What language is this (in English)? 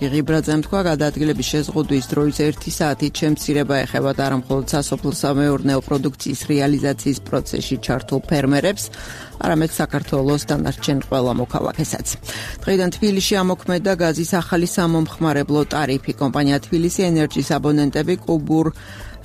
Georgian